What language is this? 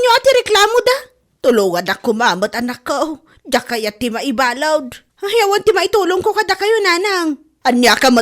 Iloko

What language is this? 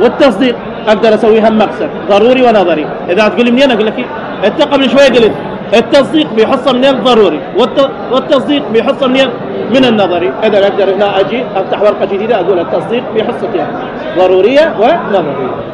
Mesopotamian Arabic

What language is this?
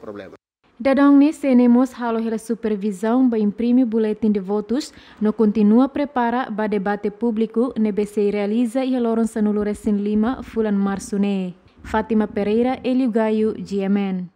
Tetum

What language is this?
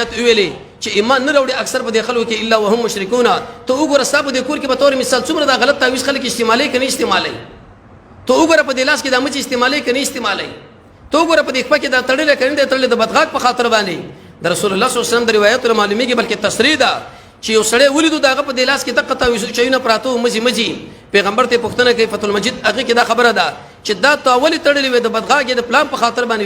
Pashto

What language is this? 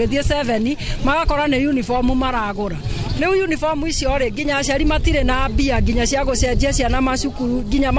Kikuyu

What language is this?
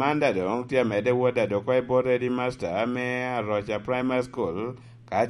Lango (Uganda)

